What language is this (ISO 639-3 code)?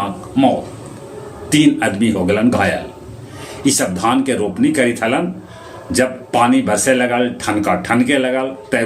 mag